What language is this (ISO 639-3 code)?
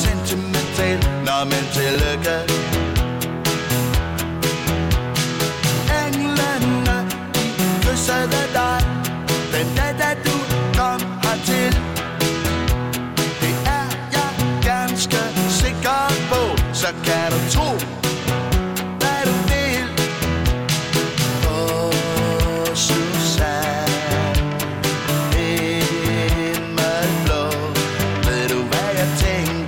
dan